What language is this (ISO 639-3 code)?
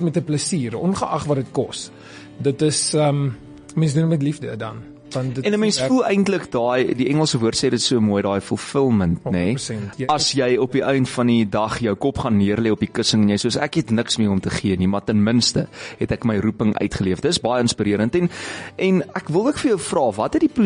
afr